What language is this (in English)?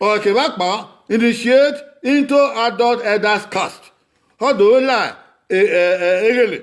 Bini